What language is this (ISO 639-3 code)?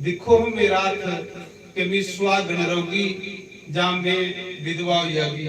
doi